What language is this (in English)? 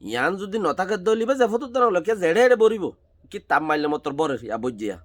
Rohingya